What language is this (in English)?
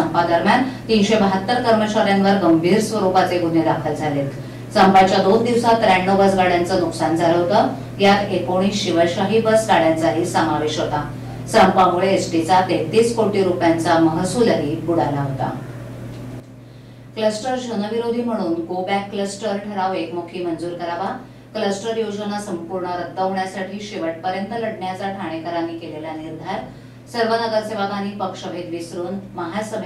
Marathi